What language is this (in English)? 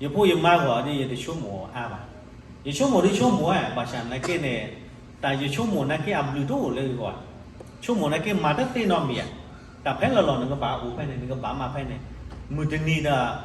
S'gaw Karen